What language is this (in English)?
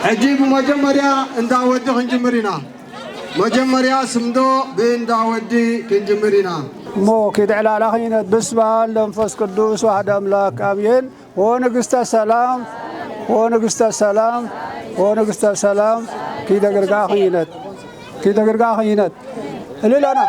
Tigrinya